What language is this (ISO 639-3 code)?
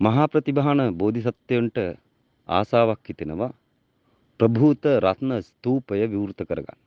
sin